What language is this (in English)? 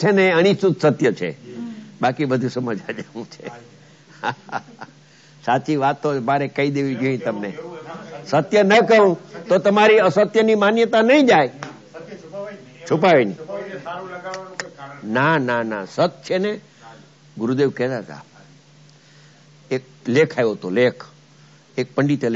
Gujarati